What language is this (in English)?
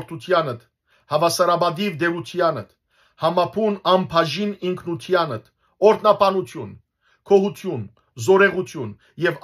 Western Armenian